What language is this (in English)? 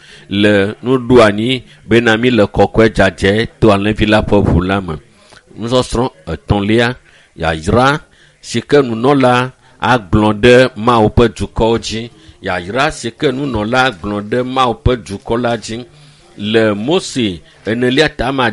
Ewe